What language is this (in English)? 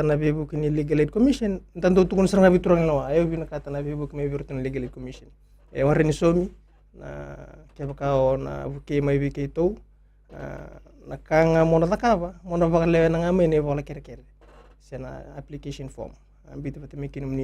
Fijian